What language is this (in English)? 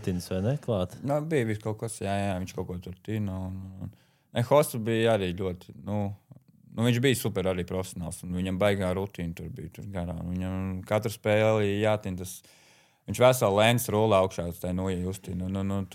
Latvian